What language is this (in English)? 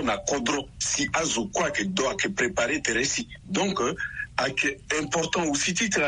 Sango